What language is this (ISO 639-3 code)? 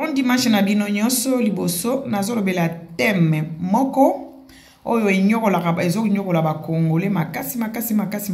lin